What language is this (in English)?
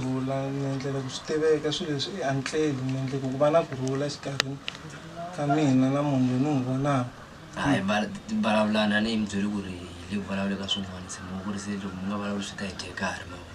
Tsonga